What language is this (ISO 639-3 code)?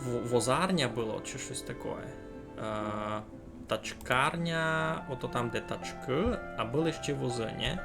rue